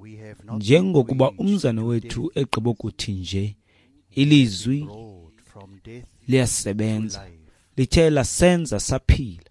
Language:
Xhosa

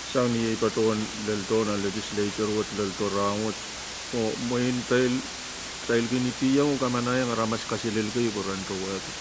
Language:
Pohnpeian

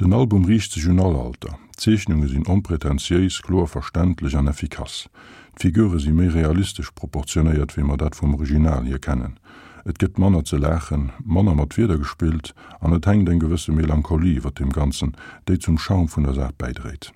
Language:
Luxembourgish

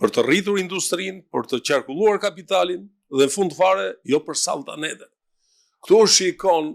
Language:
Albanian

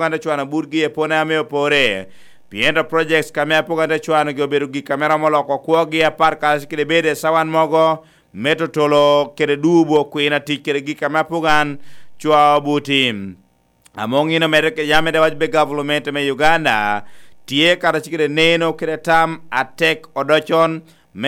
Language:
Lango (Uganda)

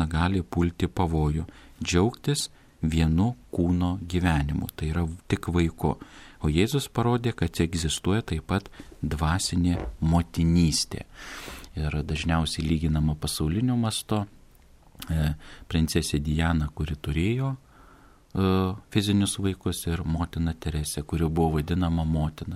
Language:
Lithuanian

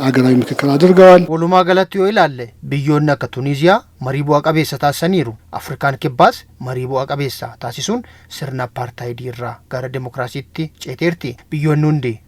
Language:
Oromo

